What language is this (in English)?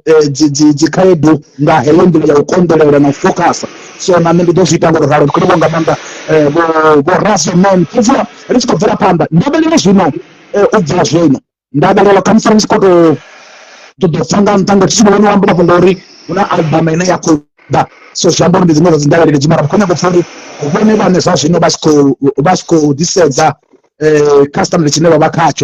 Venda